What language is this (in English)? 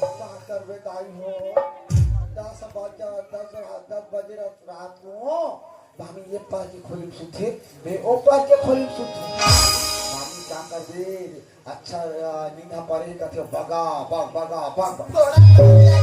Chhattisgarhi